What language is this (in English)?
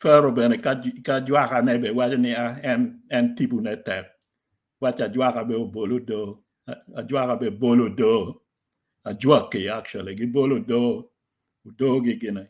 Acoli